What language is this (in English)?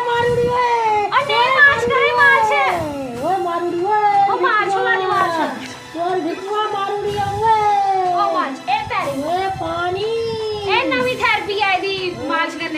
Dogri